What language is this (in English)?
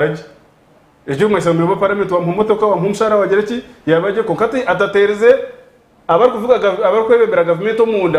Nyankole